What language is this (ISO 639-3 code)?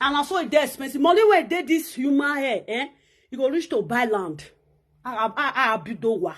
pcm